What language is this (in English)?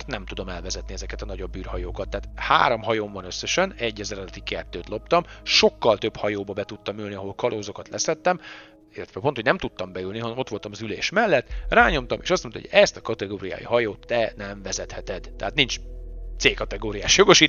Hungarian